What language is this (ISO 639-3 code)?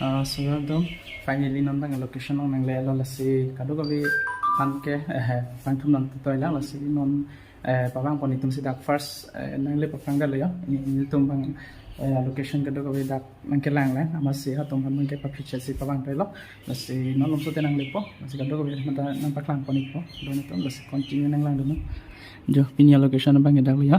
mjw